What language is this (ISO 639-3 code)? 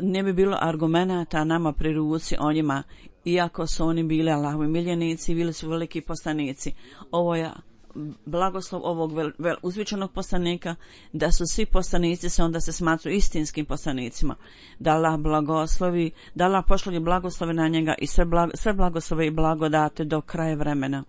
bos